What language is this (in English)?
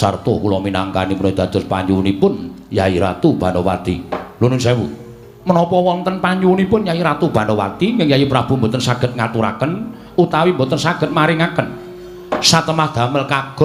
Javanese